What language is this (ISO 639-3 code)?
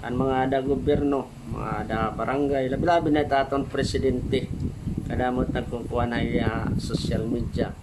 war